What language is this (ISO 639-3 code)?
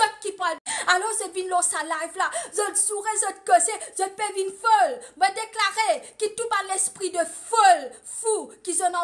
mfe